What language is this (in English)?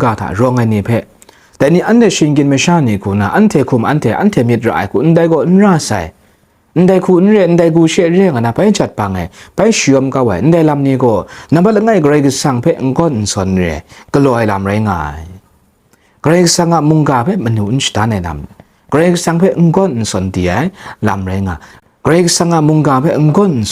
Kachin